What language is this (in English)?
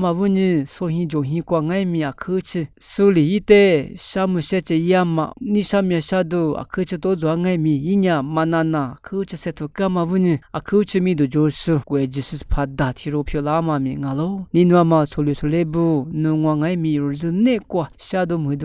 Lisu